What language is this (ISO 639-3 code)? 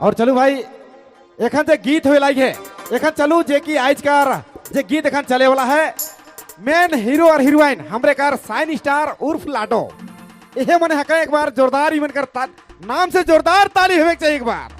sck